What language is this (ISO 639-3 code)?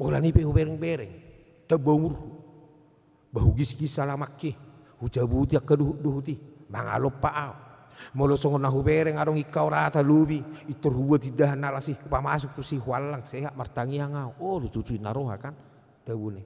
bbc